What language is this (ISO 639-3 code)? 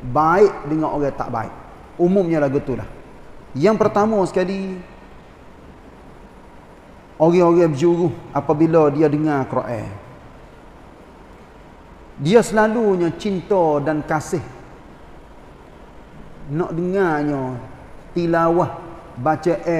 msa